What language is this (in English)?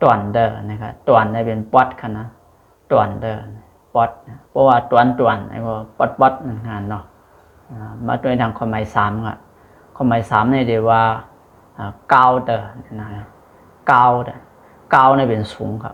Shan